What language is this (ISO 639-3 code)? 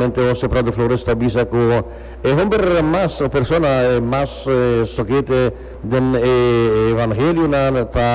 pap